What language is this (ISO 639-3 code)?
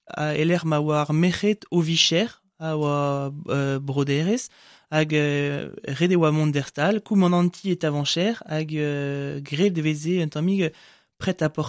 bre